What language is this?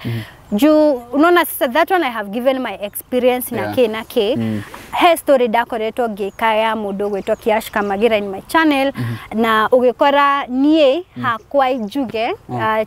Kikuyu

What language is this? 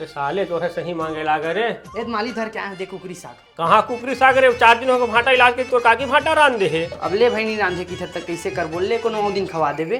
Chhattisgarhi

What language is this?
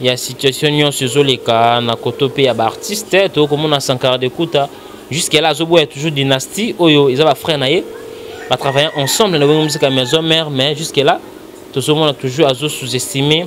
Lingala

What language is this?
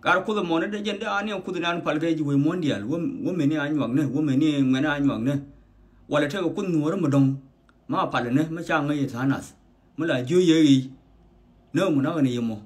Nuer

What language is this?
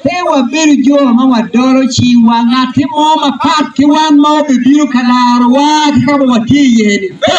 Acoli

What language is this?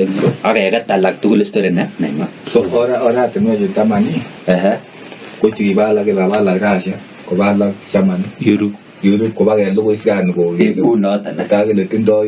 Kalenjin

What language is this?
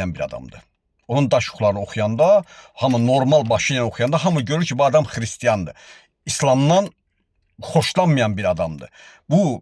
Azerbaijani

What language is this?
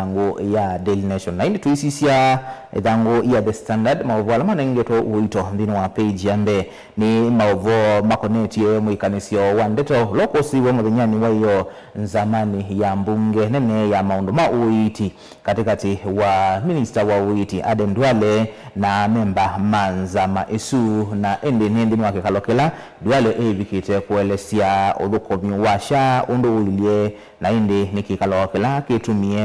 Kamba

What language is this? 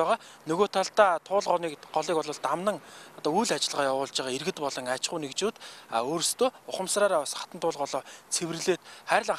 Mongolian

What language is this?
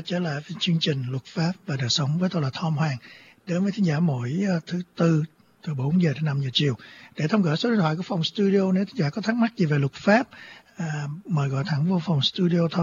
Vietnamese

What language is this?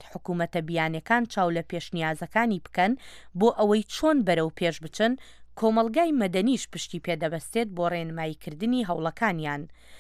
Central Kurdish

